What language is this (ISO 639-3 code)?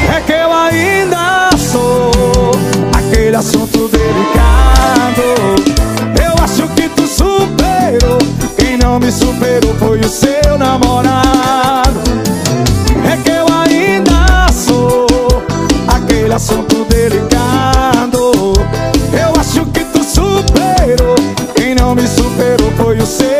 por